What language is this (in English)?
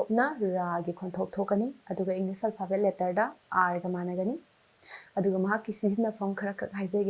Manipuri